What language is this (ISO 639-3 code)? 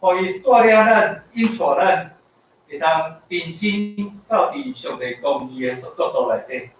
nan